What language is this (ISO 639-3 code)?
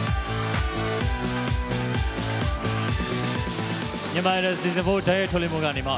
mya